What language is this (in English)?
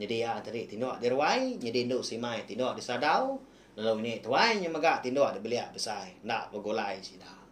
Iban